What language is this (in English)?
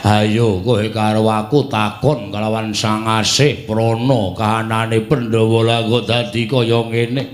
Javanese